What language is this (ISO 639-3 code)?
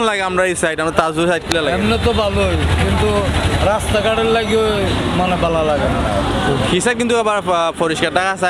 syl